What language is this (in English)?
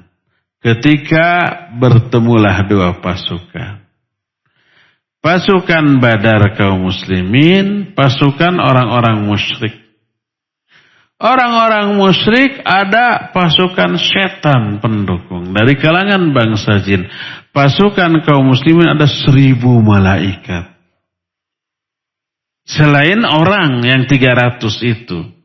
Indonesian